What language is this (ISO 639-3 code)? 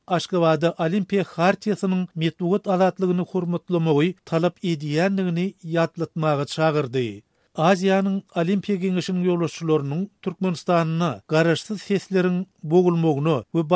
tuk